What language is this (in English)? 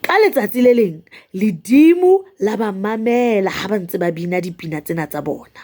Southern Sotho